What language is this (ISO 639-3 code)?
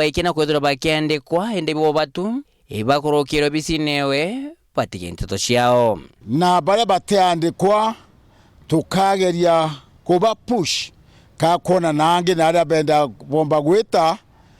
mer